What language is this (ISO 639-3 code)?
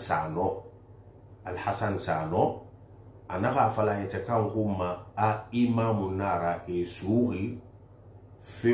sus